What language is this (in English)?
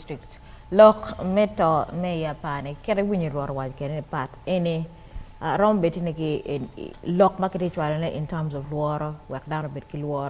Acoli